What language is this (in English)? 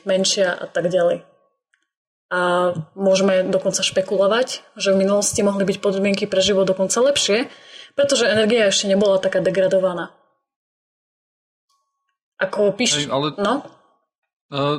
Slovak